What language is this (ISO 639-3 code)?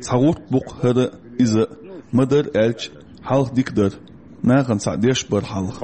che